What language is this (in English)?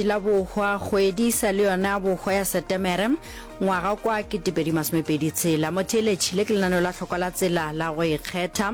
Northern Sotho